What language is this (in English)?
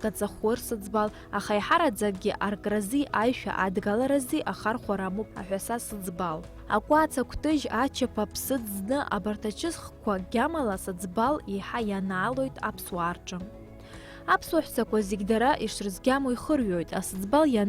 Abkhazian